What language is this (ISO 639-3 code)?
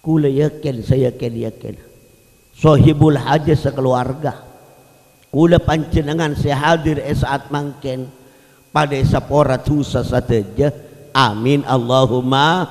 mad